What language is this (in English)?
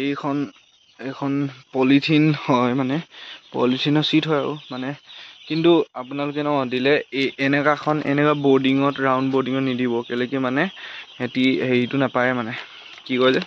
Assamese